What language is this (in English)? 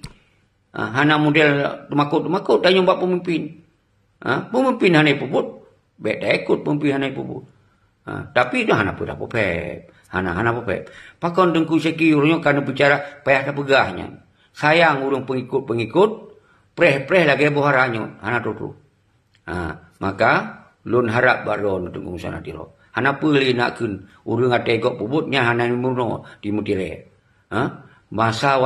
Achinese